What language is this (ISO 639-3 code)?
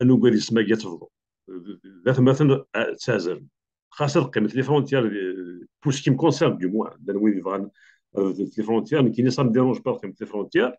kab